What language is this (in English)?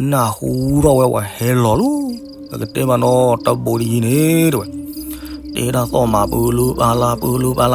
S'gaw Karen